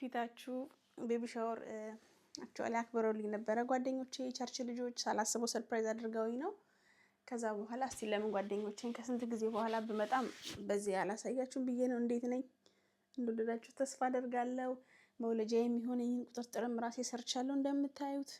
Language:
Amharic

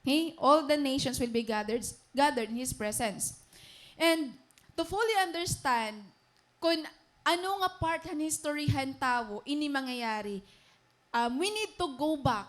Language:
Waray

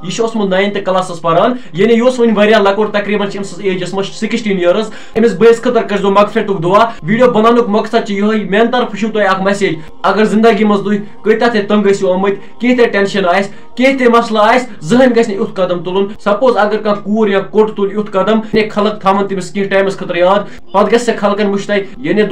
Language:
Kashmiri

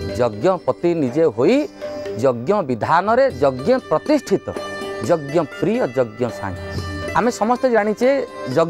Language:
Odia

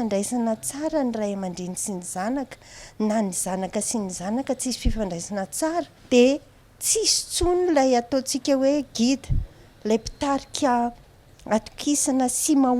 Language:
Malagasy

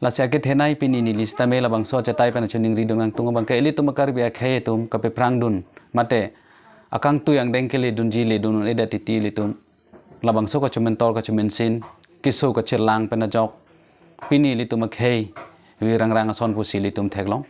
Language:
Karbi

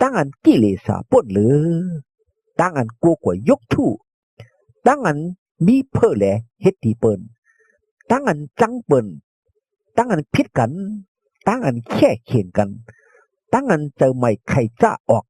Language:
Shan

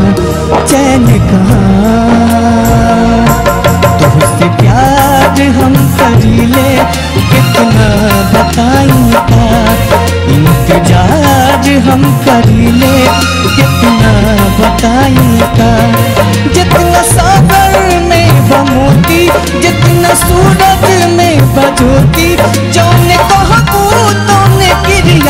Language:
Bhojpuri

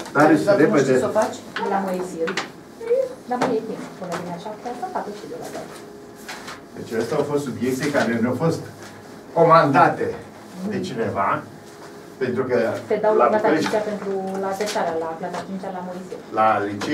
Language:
Romanian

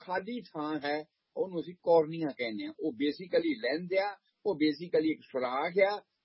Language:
Punjabi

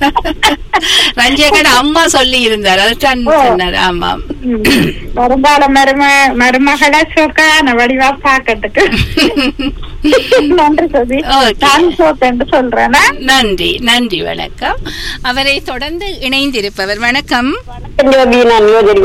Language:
Tamil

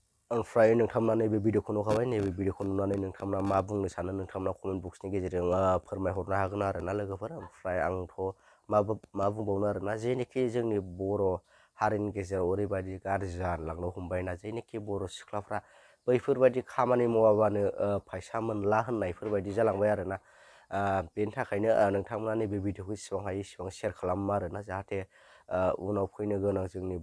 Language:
Bodo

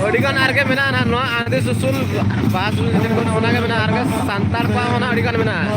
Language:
Santali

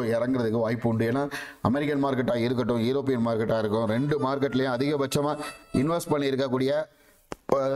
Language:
Tamil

